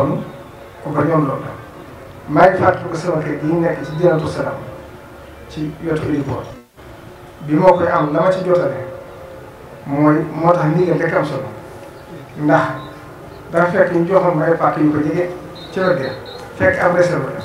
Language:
Wolof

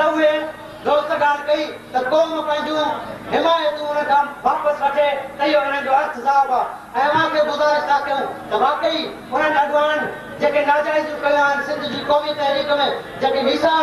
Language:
Sindhi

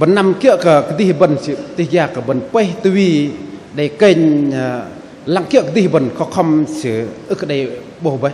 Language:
Bahnar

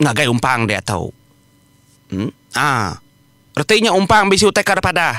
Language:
Iban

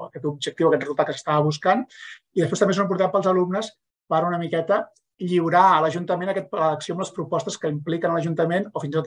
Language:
Catalan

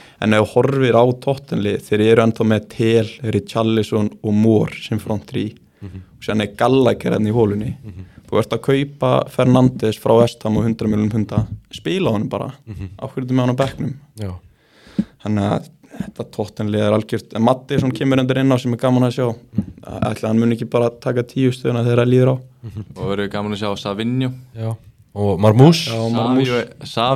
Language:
Icelandic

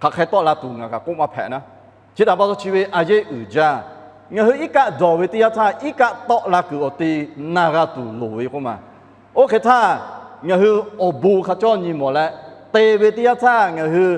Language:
Lahu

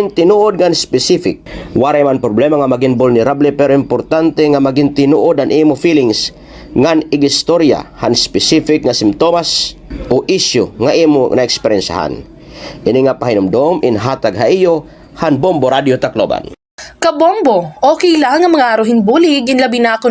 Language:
Waray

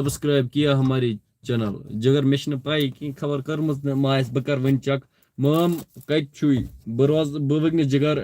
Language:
Kashmiri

